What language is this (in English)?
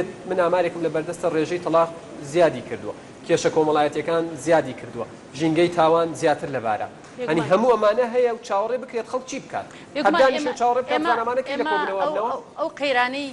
Central Kurdish